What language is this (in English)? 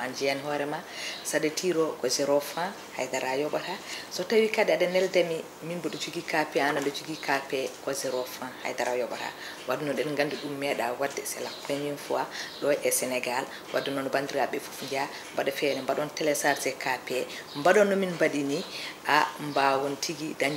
Fula